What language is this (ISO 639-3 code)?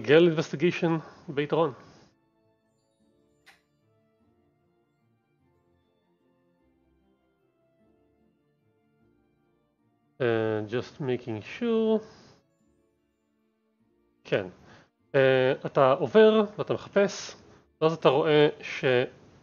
heb